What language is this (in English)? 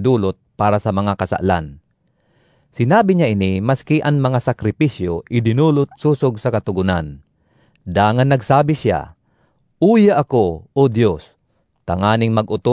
Bikol